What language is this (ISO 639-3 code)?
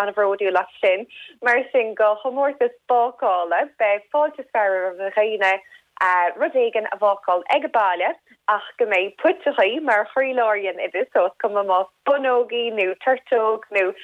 gle